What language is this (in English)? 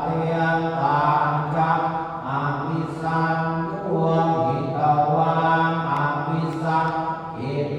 Pali